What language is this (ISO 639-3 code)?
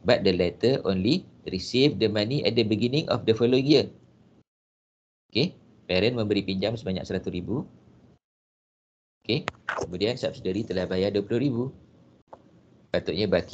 msa